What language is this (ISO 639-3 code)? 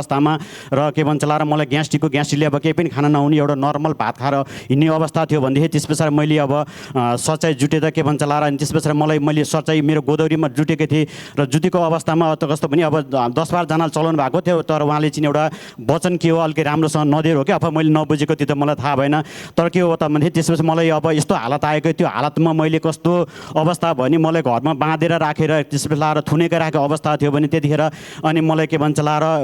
nep